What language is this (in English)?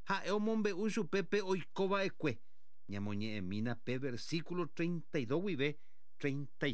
Guarani